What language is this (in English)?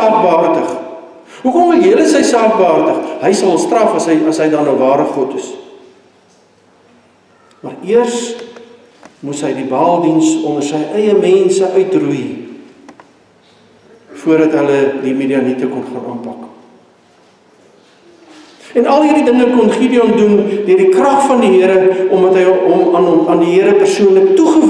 Afrikaans